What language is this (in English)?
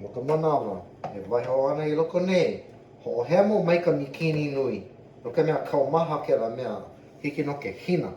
Hawaiian